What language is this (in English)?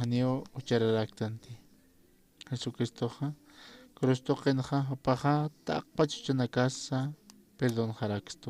Aymara